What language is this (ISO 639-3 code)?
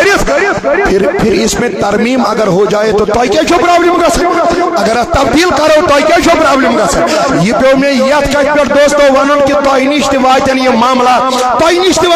kas